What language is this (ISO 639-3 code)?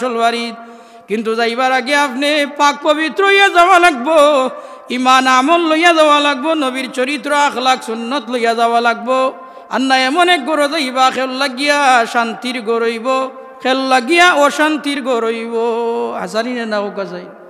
syl